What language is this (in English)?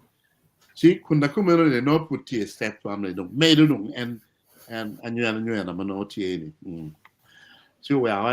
Acoli